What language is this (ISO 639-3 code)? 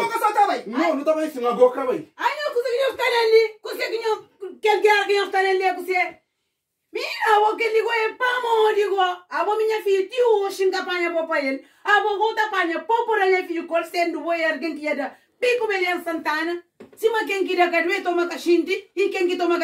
kea